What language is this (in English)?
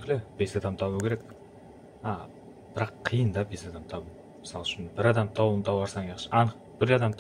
Kara-Kalpak